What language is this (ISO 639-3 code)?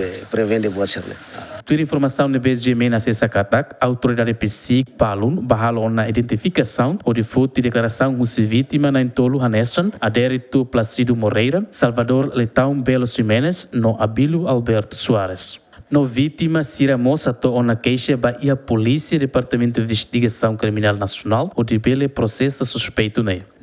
tet